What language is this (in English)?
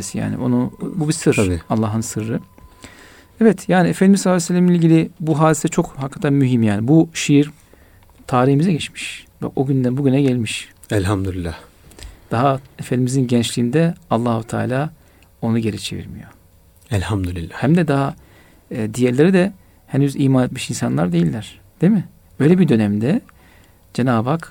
Turkish